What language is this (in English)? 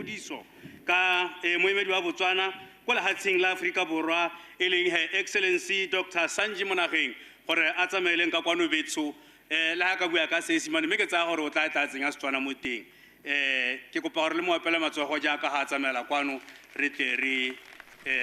Tswana